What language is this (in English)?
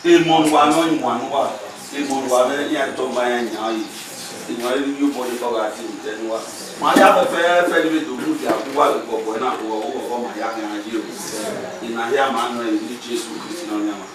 Bini